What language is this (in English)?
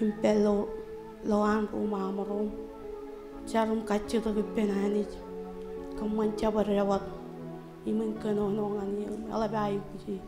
Marshallese